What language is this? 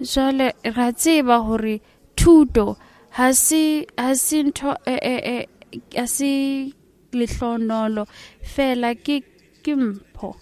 Southern Sotho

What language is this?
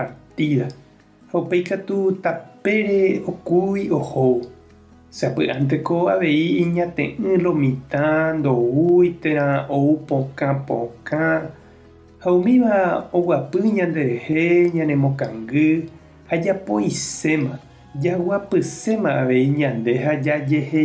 Guarani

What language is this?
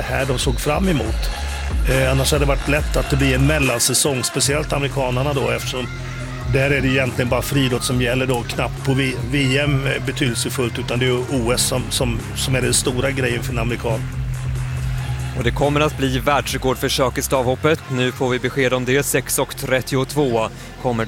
Swedish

